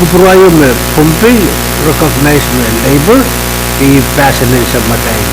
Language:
Pohnpeian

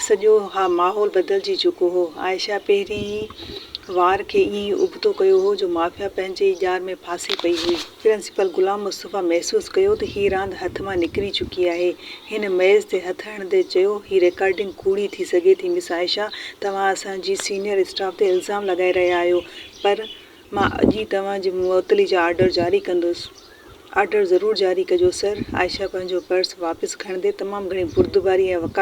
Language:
Sindhi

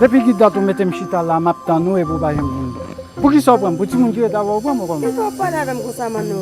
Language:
Haitian Creole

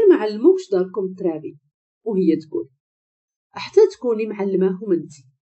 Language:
Moroccan Arabic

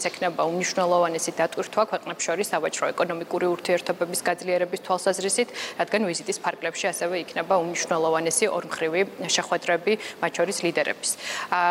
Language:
Georgian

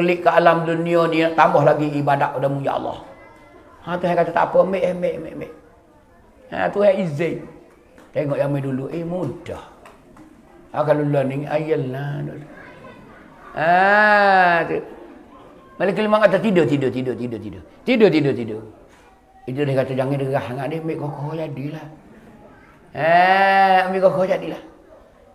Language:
Malay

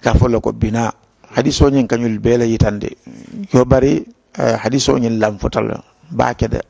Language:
Mandingo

